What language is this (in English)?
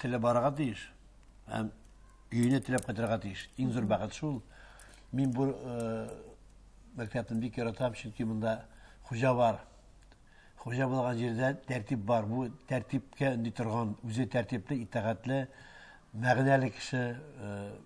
Tatar